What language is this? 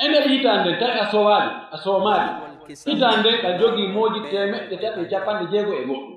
Pular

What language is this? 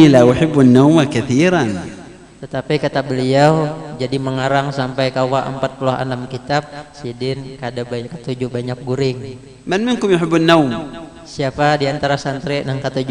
Banjar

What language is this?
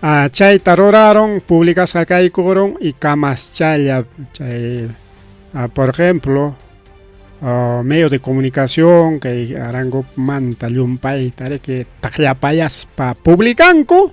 Ayacucho Quechua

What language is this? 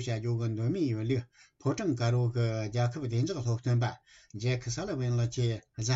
Tibetan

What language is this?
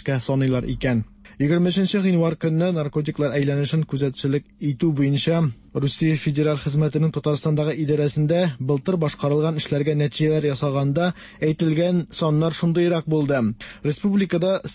Tatar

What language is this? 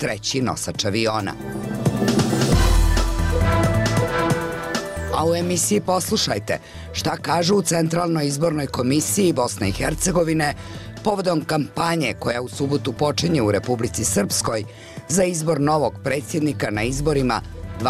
Bosnian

